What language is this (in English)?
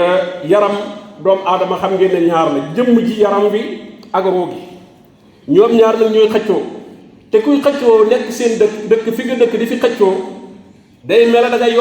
Wolof